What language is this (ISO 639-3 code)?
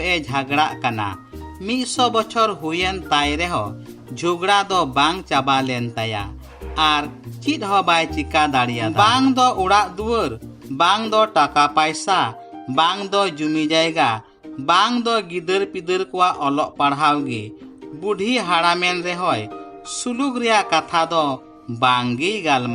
sat